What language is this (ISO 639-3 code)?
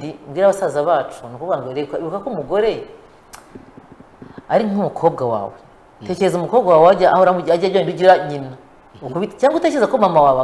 kin